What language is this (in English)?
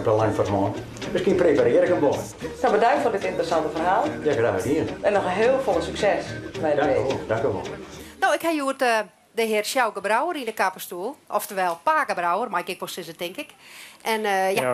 Western Frisian